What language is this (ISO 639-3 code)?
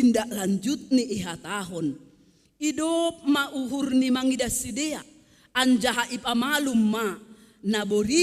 bts